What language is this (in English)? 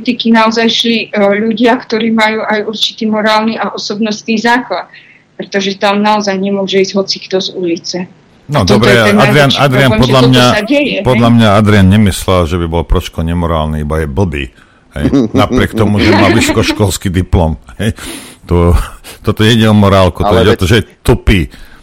Slovak